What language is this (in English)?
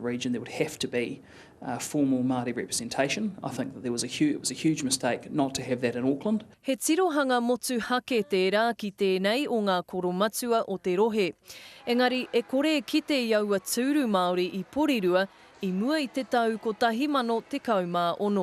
Māori